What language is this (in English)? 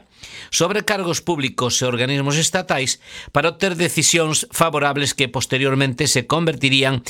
Galician